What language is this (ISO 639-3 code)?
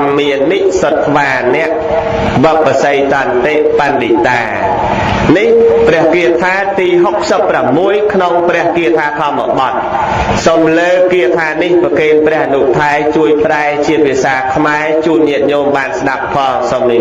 khm